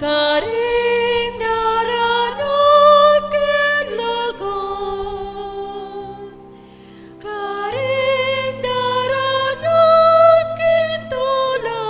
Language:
Pampanga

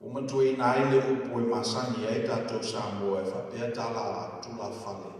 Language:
Samoan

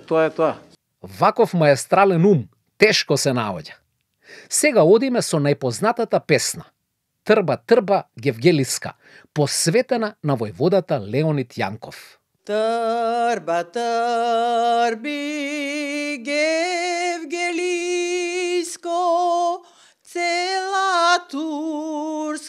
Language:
Macedonian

